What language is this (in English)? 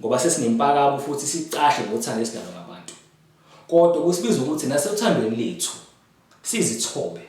Zulu